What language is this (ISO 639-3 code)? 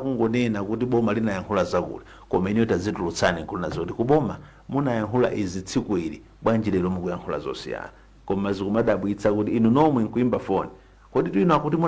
nya